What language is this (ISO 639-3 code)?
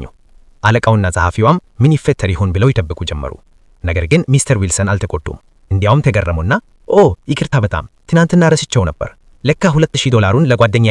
amh